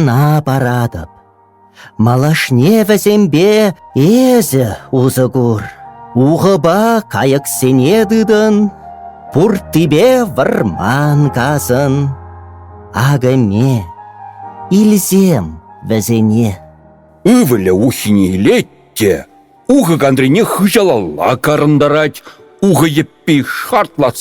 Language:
Chuvash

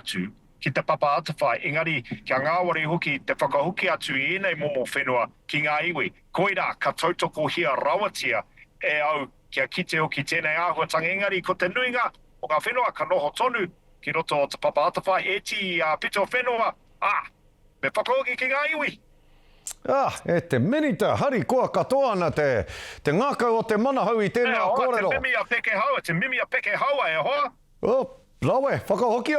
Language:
Māori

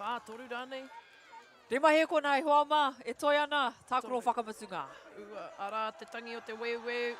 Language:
Māori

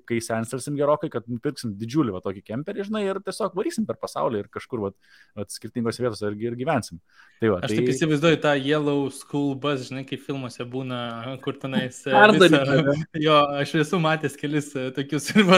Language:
Lithuanian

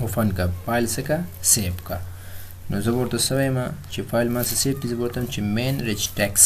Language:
Pashto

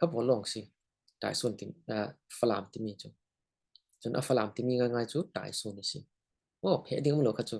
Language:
Falam Chin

